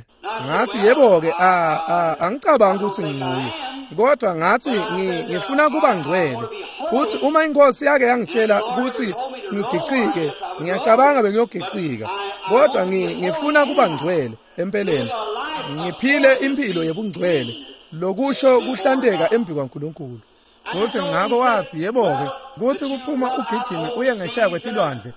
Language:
Swati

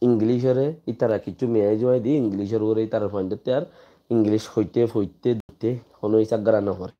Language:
Rohingya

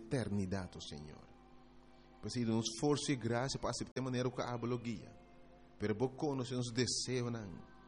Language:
Papiamento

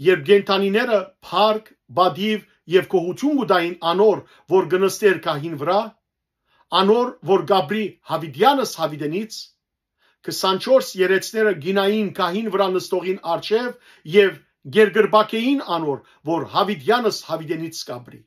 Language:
Western Armenian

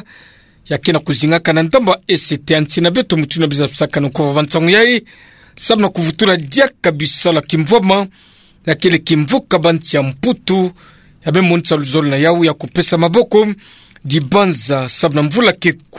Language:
Kituba (Democratic Republic of Congo)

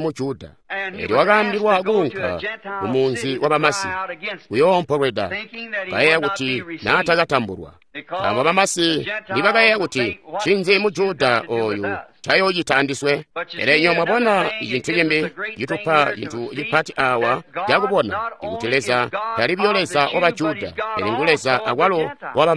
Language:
Tonga (Zambia)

